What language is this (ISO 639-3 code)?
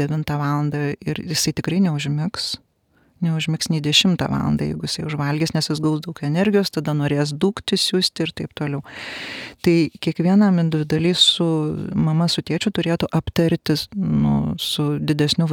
lit